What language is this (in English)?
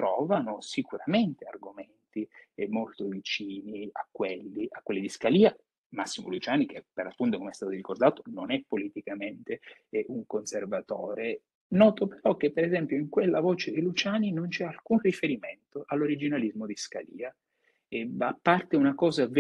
Italian